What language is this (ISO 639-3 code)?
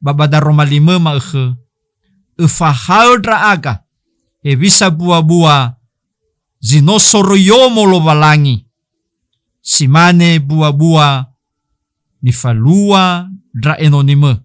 nia